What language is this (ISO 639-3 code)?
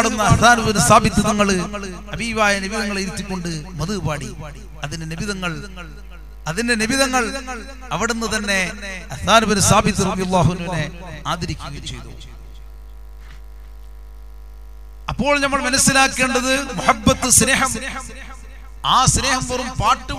mal